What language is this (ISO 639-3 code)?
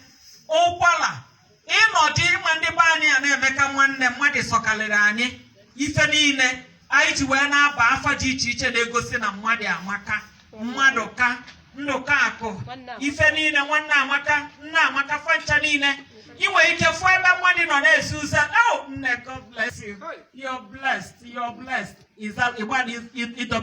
ibo